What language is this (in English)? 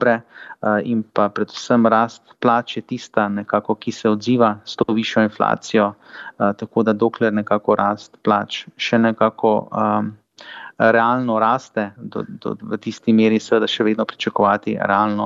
Slovenian